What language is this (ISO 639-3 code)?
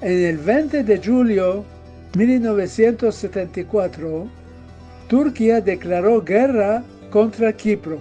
lad